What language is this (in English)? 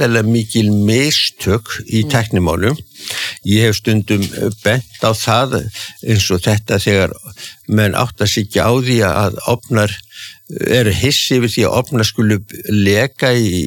Icelandic